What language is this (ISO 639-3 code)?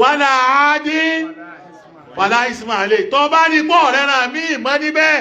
yor